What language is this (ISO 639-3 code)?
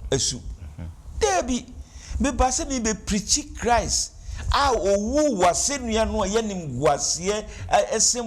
aka